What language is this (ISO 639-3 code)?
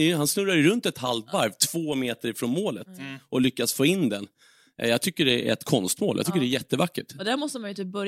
swe